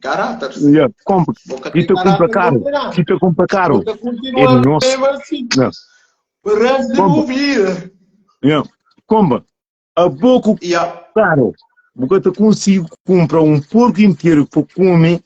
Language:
Kabuverdianu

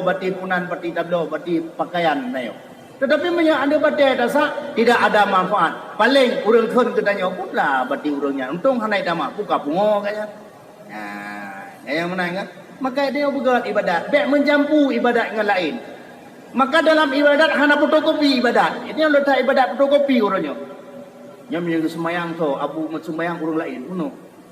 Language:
Achinese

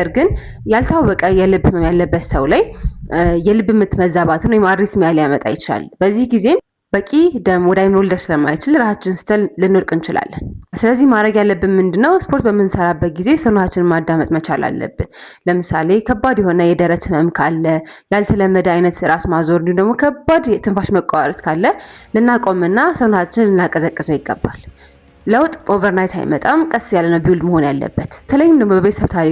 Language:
Amharic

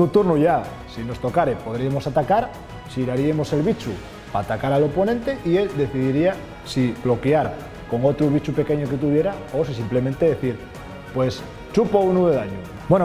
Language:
Asturian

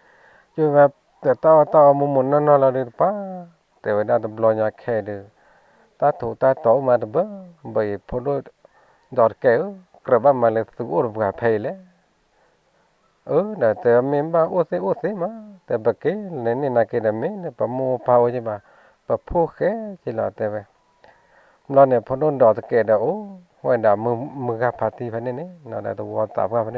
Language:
S'gaw Karen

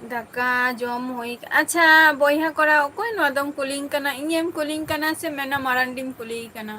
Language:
Santali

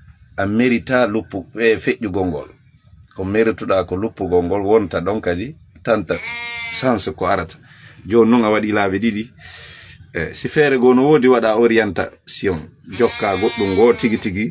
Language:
Fula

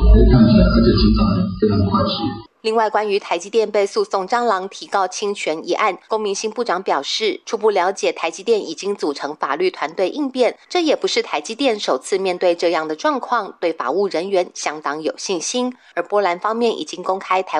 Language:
Chinese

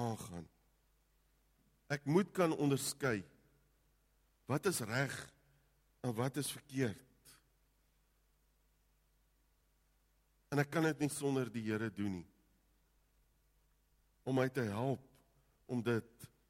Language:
Afrikaans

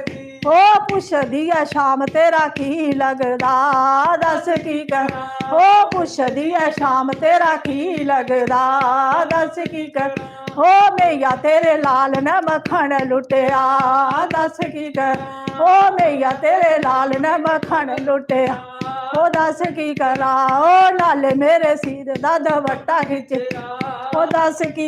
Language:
Dogri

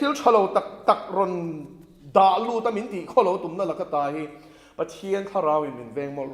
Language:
Mizo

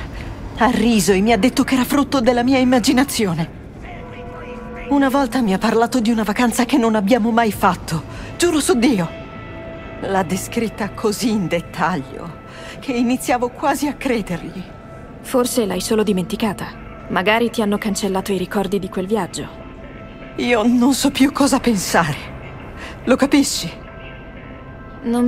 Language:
Italian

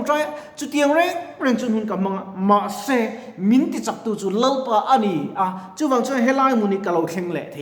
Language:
Mizo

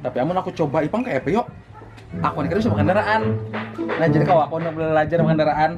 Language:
Banjar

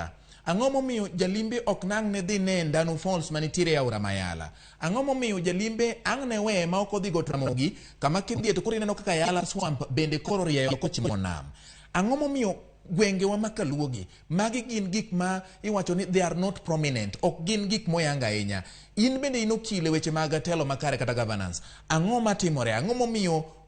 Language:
Luo (Kenya and Tanzania)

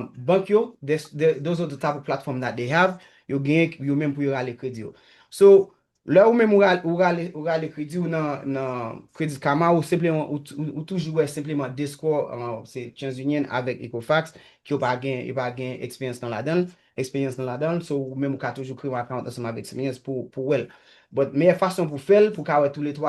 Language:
Haitian Creole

